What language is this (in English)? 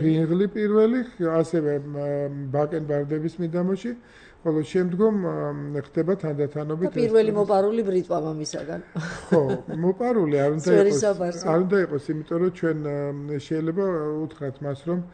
Georgian